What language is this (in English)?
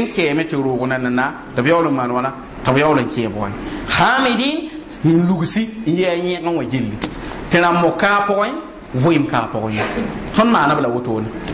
Mossi